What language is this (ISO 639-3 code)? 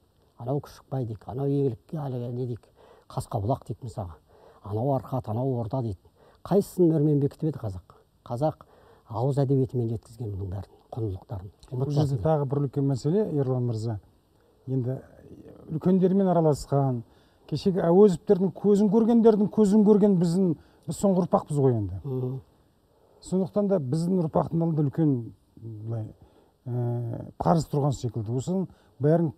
kaz